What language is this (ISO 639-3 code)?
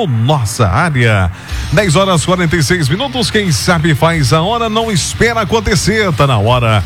por